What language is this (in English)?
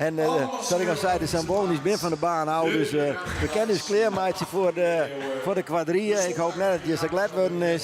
Western Frisian